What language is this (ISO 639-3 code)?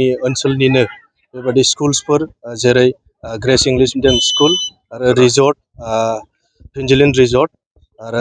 brx